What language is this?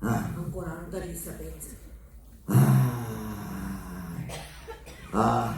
Sicilian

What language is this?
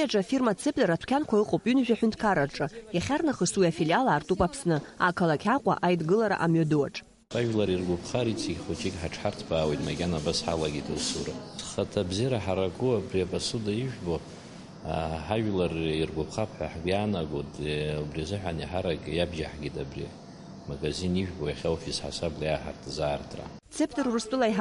Abkhazian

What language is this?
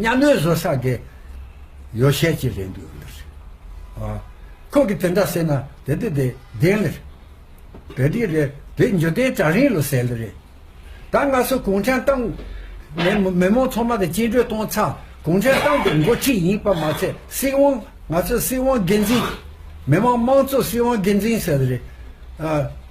Tibetan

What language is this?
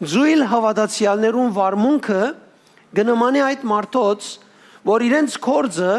Western Armenian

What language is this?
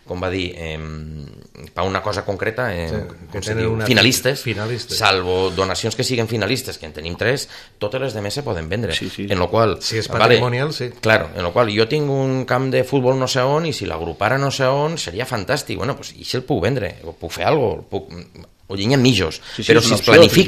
Catalan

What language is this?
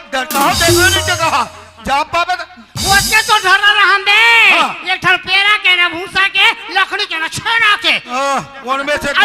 Chhattisgarhi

